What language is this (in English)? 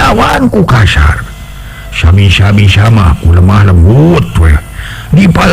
Sundanese